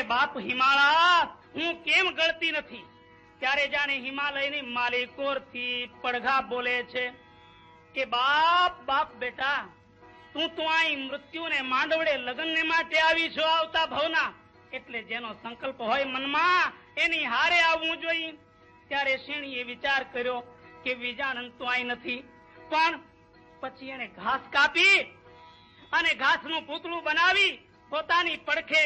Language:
Gujarati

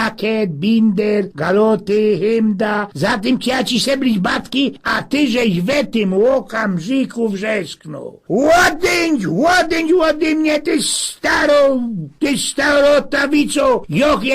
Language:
Silesian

